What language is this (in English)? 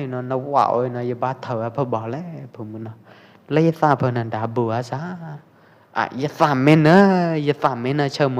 Pwo Eastern Karen